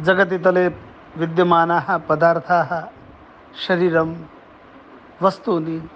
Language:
Sanskrit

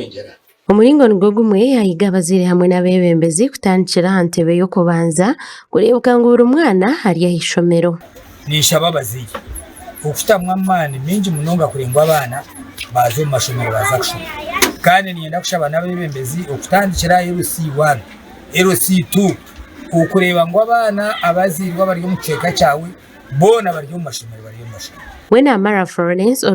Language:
Nyankole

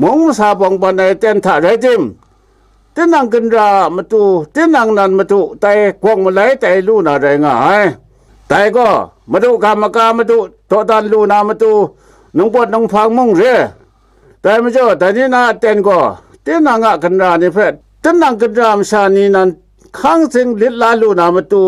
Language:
Kachin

